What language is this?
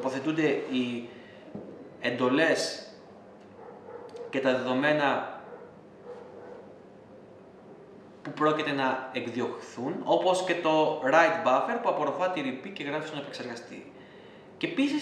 Greek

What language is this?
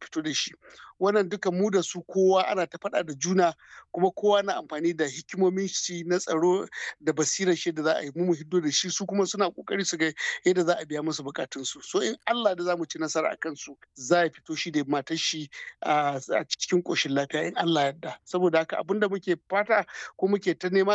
Hausa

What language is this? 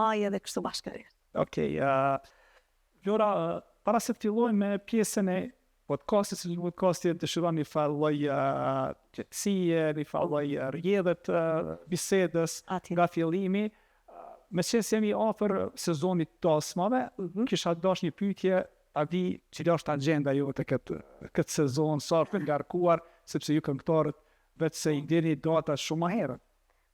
Albanian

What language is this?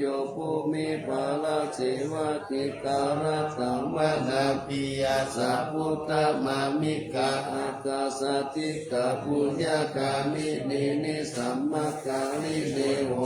Pali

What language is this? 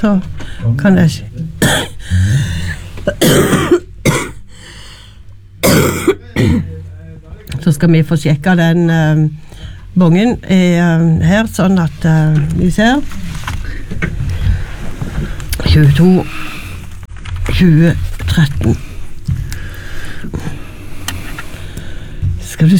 Norwegian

